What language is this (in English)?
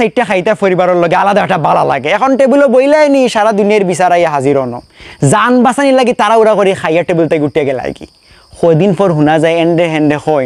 Sylheti